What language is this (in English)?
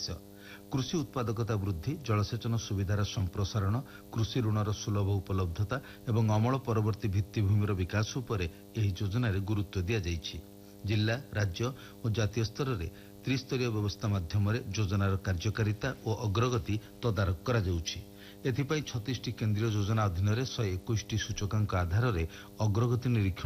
Odia